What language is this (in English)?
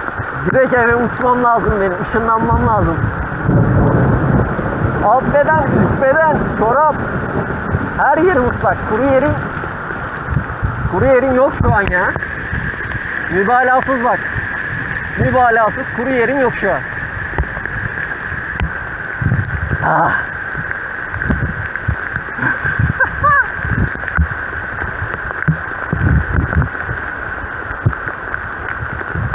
Turkish